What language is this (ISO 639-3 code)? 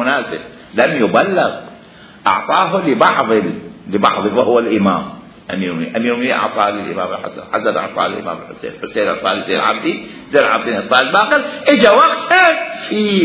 acm